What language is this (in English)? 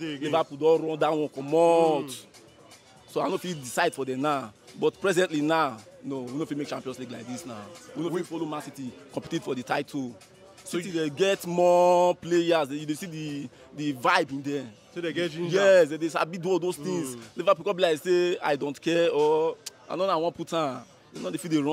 Nigerian Pidgin